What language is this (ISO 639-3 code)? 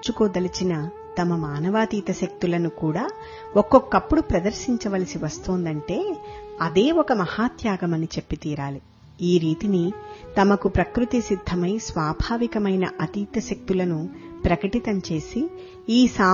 tel